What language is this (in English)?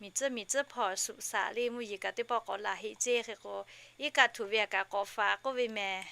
Lahu